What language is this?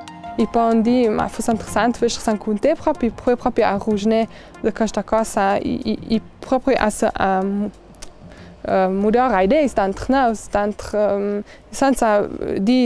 Ladin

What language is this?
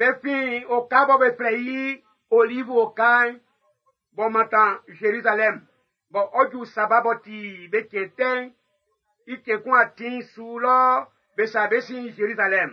Baoulé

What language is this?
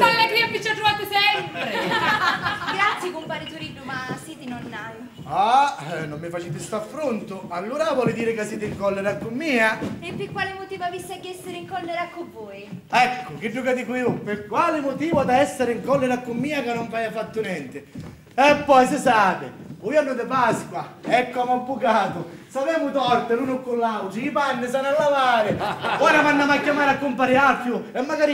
Sicilian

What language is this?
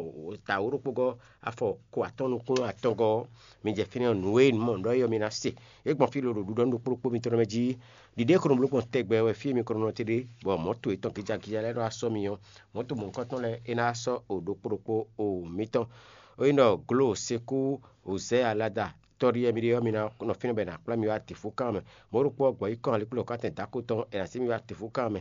Fon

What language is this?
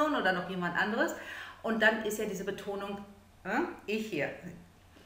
German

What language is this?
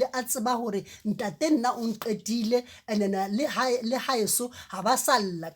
Southern Sotho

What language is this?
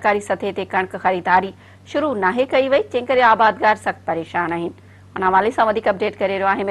Sindhi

